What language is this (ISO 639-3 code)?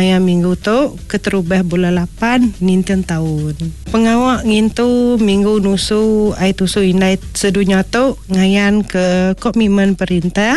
iba